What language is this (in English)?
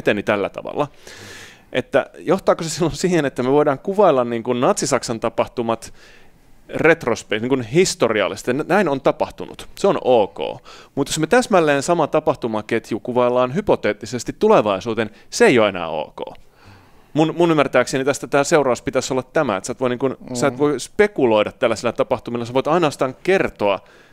Finnish